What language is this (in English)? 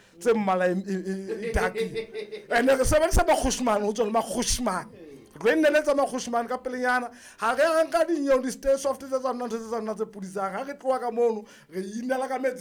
Southern Sotho